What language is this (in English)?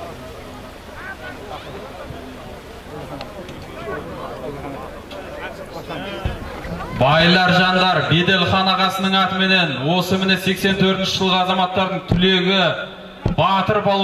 Kazakh